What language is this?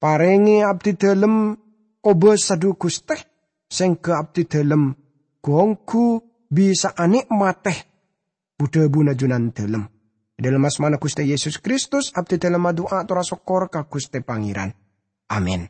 Madurese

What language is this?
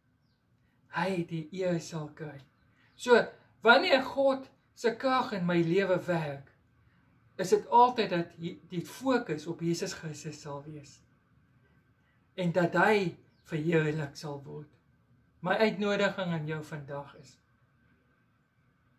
Afrikaans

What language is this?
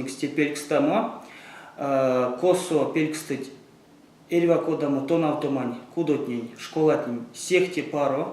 Erzya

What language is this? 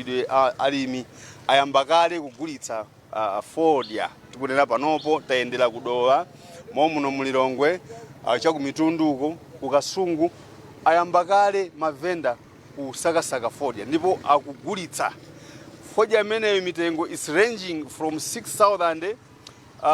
Nyanja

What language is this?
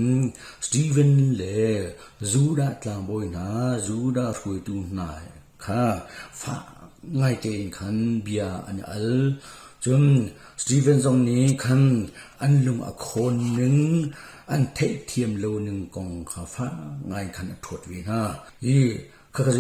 Hakha Chin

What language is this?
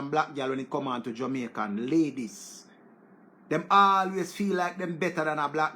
Jamaican Creole English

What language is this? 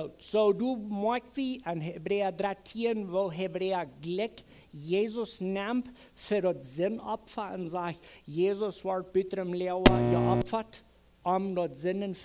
Plautdietsch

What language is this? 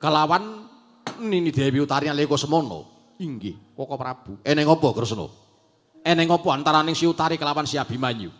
Javanese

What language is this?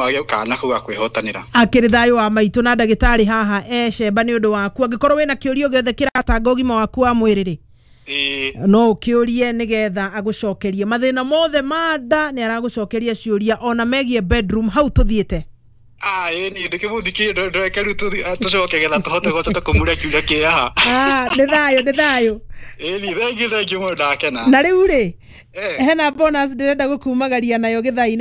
Kikuyu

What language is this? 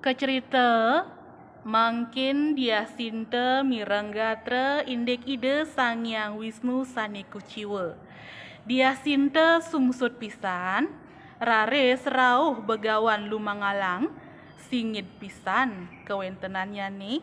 Balinese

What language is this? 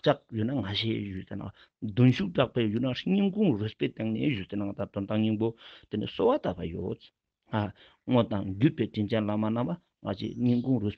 Ladakhi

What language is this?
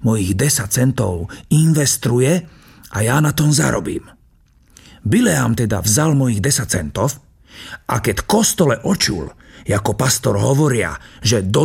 Slovak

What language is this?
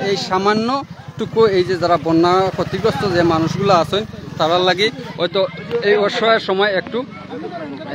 Sylheti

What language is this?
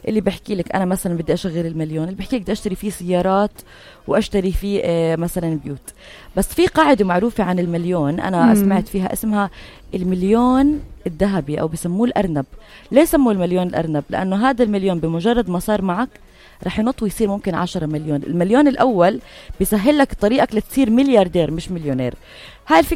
North Levantine Arabic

